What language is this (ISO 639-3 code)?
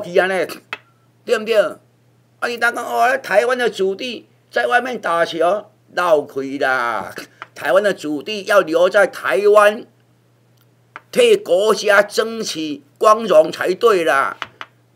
nan